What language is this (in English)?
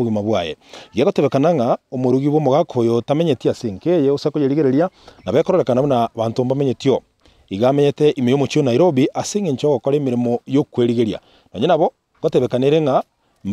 Gusii